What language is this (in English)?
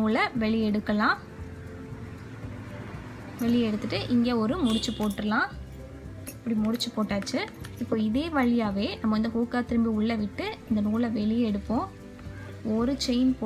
Tamil